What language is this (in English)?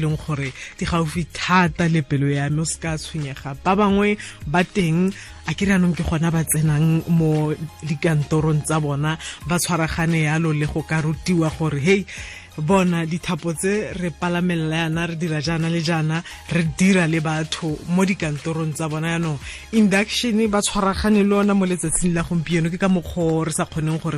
Tswana